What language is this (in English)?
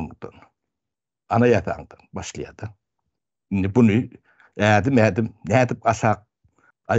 Turkmen